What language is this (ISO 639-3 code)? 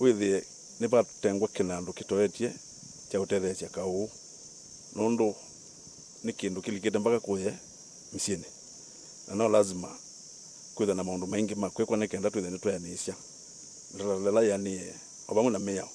kam